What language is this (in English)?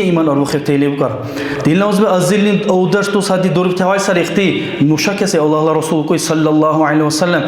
Dargwa